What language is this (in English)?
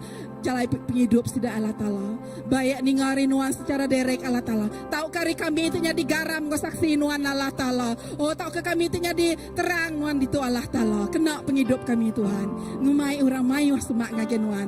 Iban